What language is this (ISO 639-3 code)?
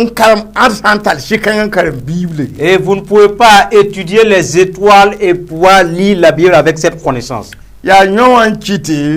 mos